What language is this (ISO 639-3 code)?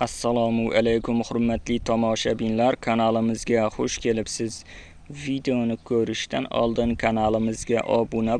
uzb